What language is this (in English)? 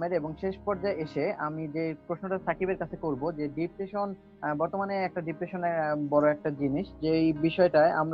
Bangla